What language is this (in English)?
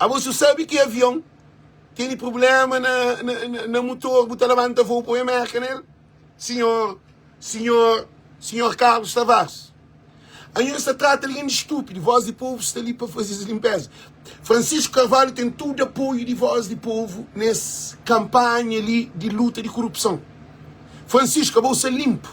Kabuverdianu